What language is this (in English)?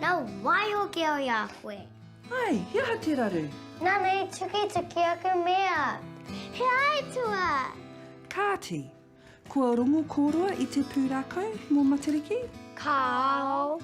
Māori